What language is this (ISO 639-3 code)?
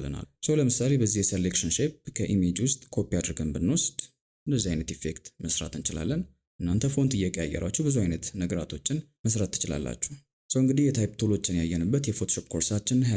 amh